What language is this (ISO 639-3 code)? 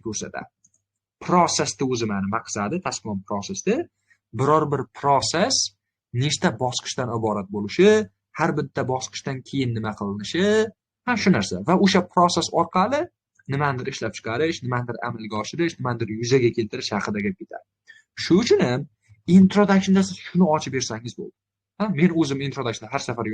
uzb